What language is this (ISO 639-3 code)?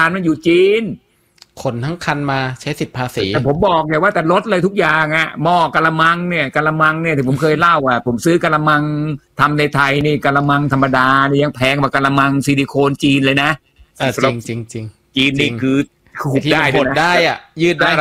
tha